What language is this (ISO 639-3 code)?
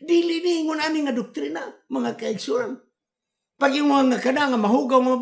ceb